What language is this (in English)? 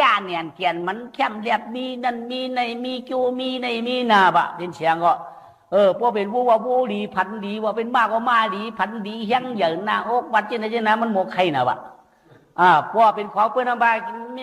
Shan